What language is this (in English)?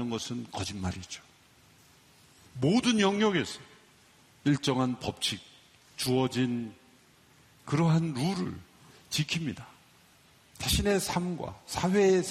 Korean